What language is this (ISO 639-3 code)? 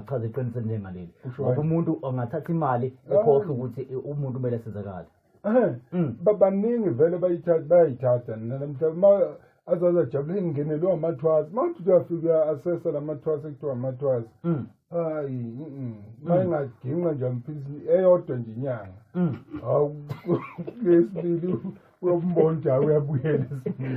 zul